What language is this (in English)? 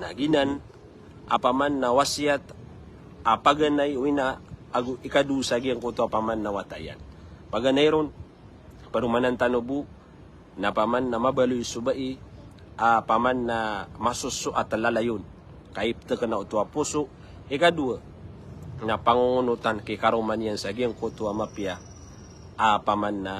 Maranao